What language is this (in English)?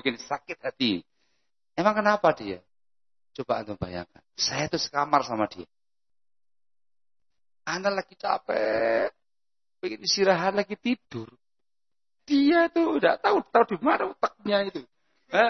Indonesian